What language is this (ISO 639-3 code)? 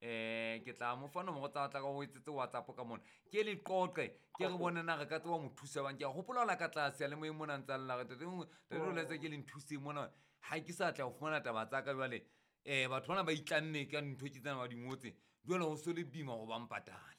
sot